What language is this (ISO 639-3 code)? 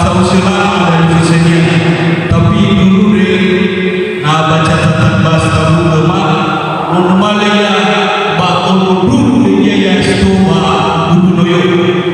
nia